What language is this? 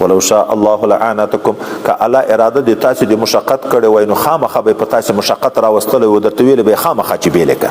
Pashto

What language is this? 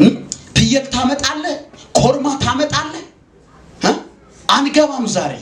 Amharic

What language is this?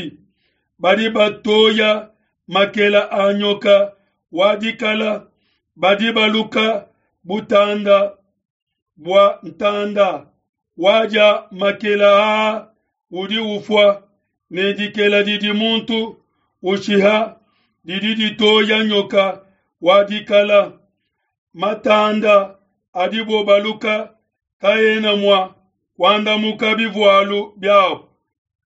Luba-Lulua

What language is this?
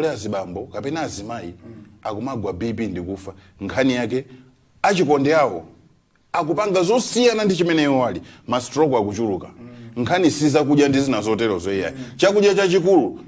Nyanja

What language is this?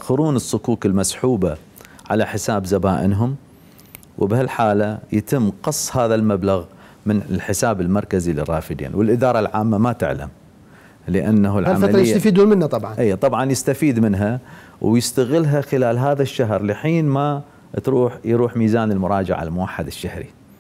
Mesopotamian Arabic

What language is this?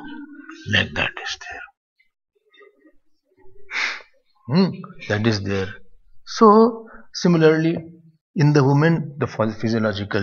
English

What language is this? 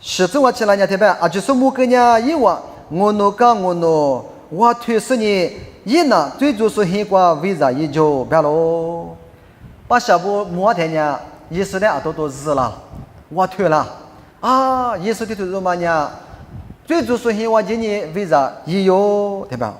Lisu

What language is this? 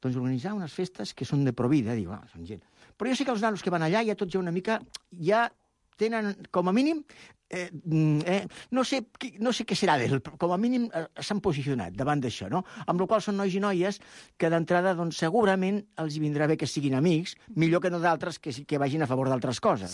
Catalan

